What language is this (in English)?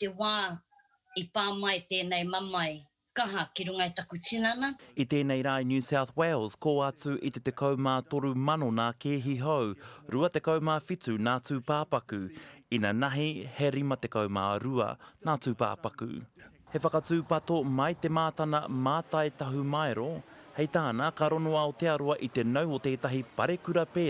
Māori